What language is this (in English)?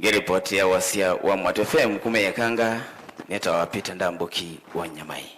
Kamba